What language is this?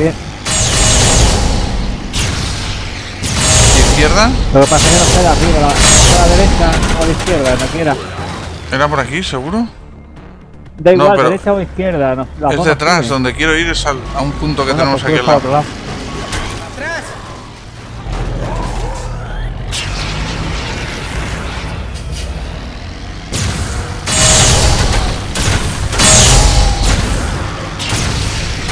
Spanish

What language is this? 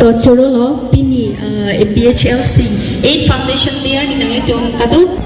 Karbi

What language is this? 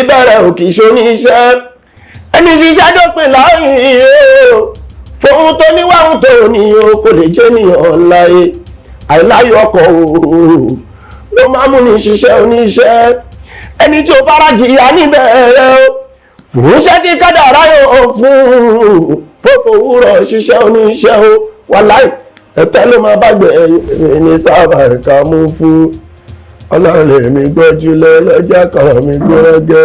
Yoruba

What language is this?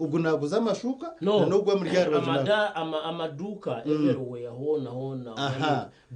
Nyankole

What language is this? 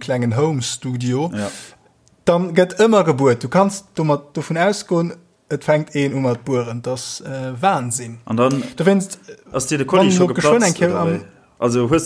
Luxembourgish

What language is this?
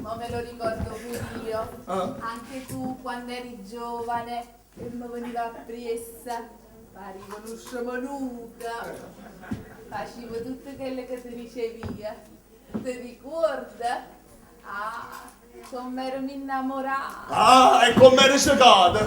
Neapolitan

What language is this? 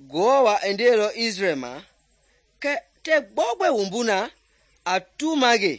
Mende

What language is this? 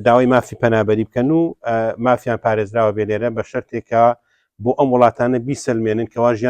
Central Kurdish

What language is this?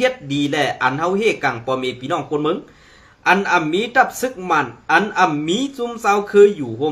Shan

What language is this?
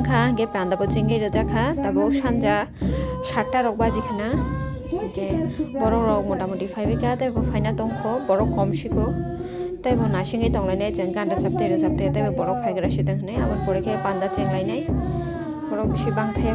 Kok Borok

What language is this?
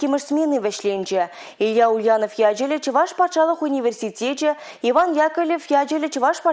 Chuvash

